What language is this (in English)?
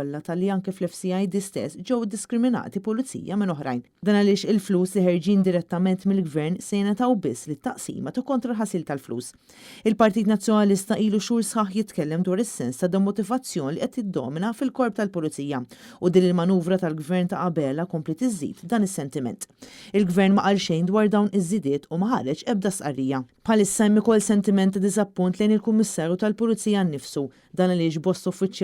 Maltese